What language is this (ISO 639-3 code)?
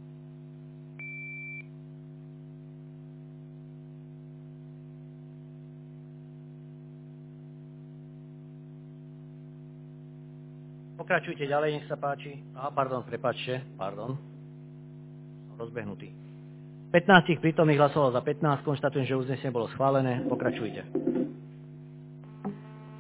slk